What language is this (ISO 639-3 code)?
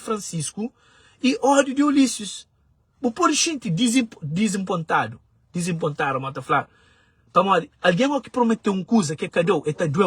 kea